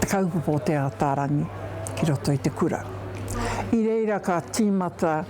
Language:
Māori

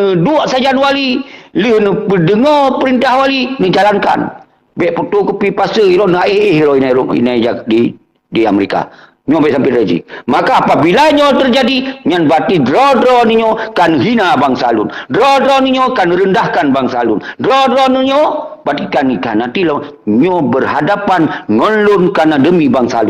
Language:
Achinese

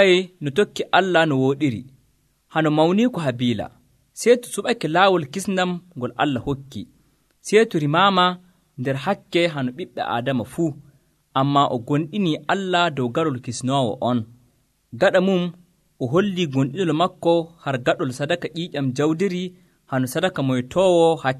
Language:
Nigerian Fulfulde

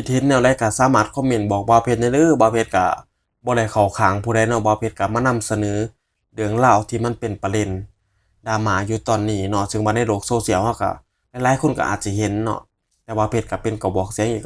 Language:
Northeastern Thai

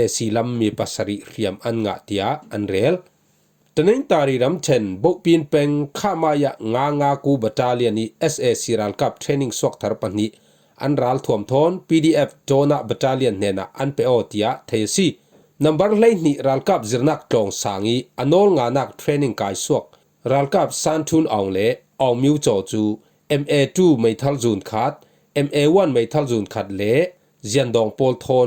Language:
Falam Chin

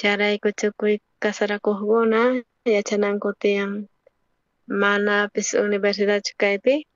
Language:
South Bolivian Quechua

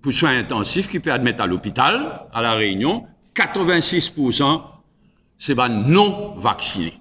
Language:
Morisyen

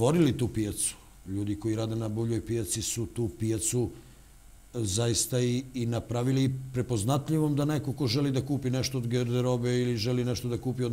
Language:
Serbian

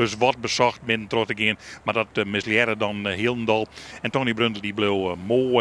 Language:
Western Frisian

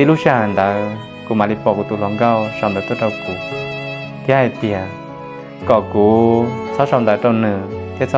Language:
Hmong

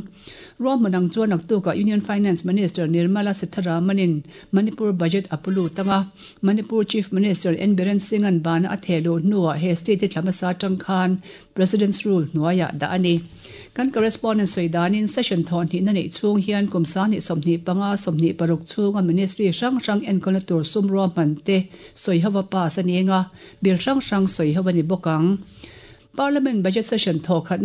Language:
Mizo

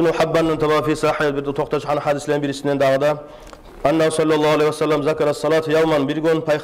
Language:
Kumyk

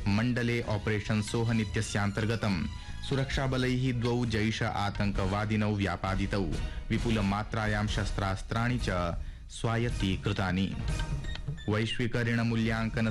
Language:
Sanskrit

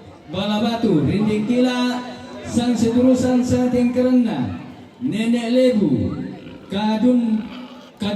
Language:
Toraja-Sa'dan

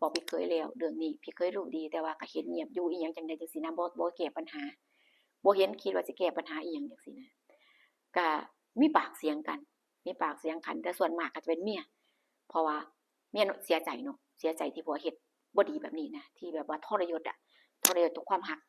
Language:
Lao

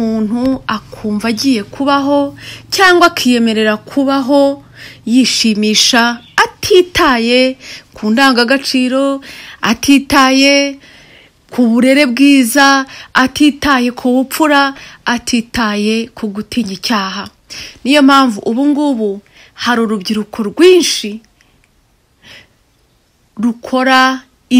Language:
Kinyarwanda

